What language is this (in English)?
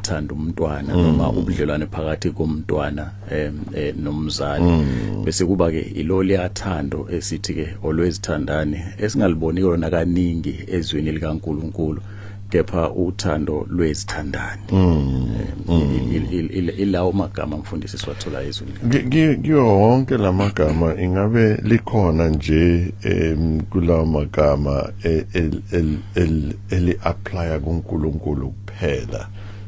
Zulu